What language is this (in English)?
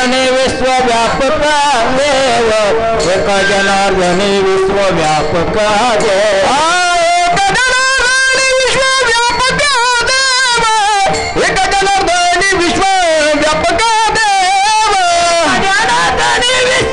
Marathi